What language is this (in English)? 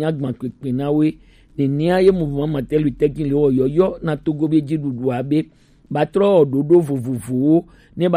Gen